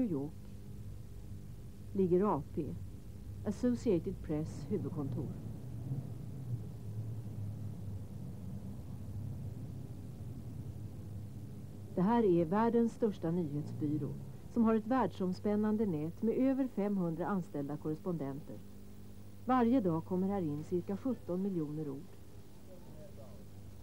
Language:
Swedish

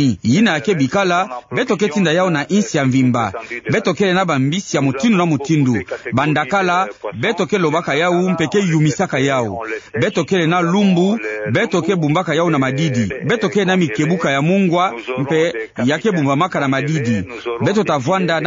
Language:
Kituba (Democratic Republic of Congo)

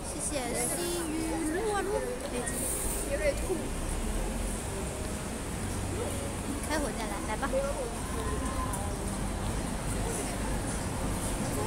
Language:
Chinese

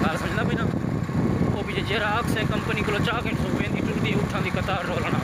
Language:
Saraiki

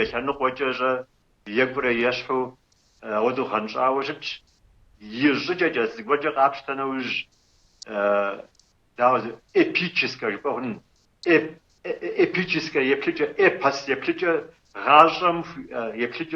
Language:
Kabardian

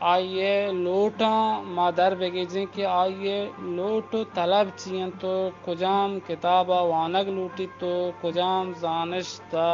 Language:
Eastern Balochi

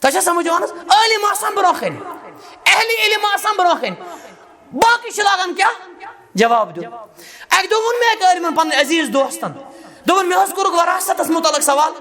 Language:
Kashmiri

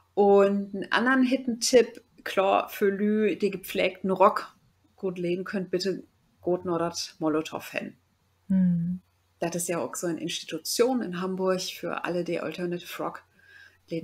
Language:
Low German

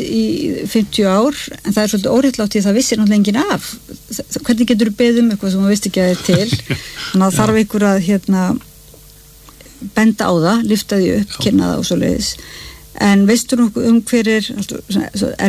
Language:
Icelandic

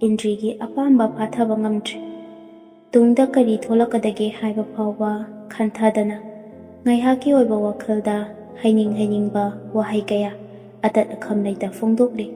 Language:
Manipuri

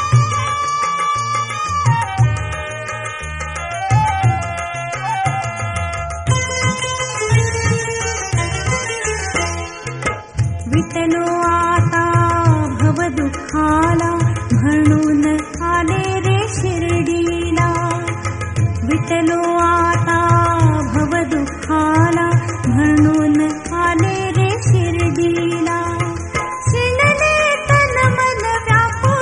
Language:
Marathi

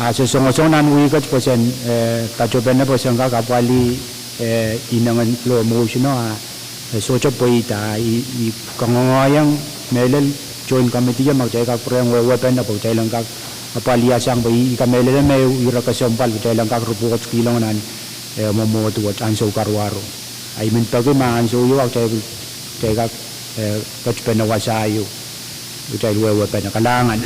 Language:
Pohnpeian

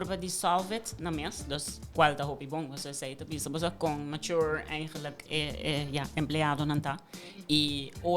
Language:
Papiamento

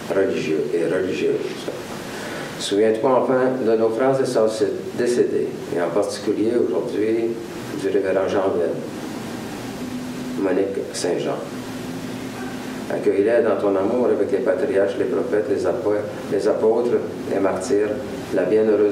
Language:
French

